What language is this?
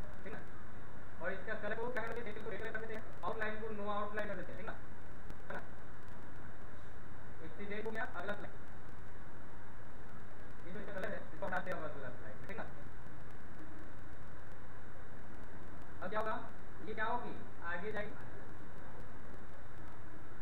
Hindi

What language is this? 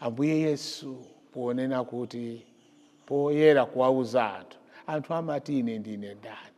Nyanja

